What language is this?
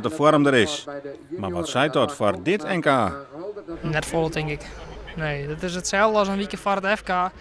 Western Frisian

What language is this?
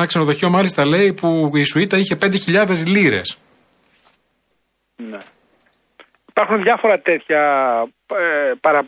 Greek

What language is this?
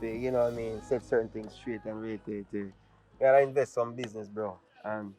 Jamaican Creole English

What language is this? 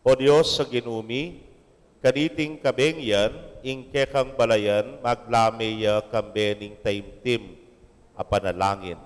Pampanga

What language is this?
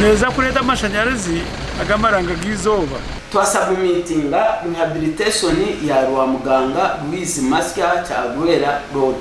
Nyankole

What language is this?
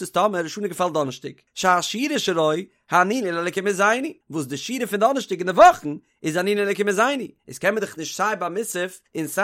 Yiddish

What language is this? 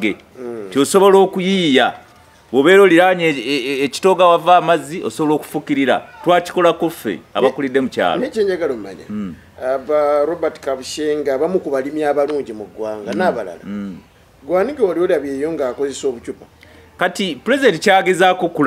Ganda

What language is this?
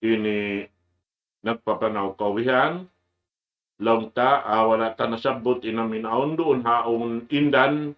Tausug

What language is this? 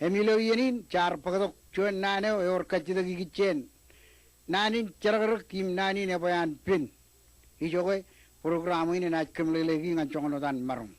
Marshallese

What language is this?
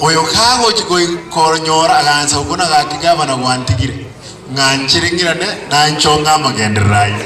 Gusii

